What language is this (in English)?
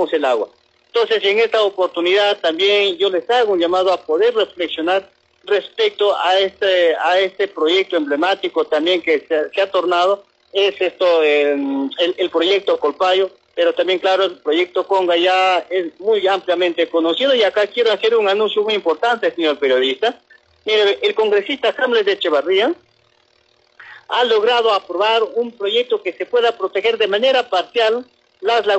Spanish